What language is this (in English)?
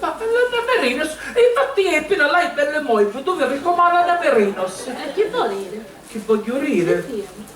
Sicilian